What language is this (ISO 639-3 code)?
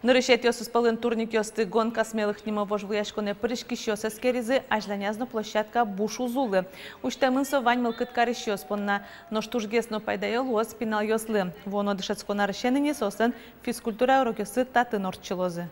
udm